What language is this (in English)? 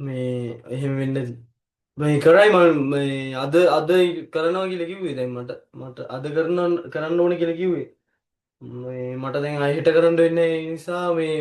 Sinhala